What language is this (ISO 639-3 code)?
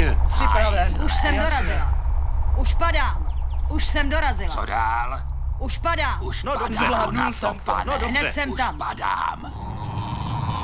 ces